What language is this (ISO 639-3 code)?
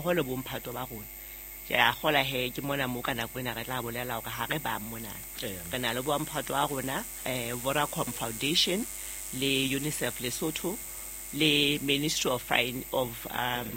sot